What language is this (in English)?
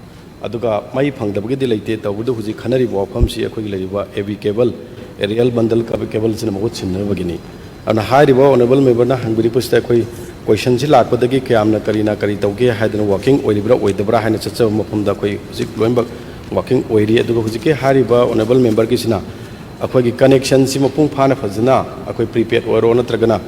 Manipuri